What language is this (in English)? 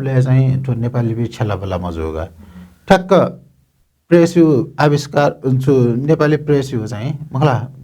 Newari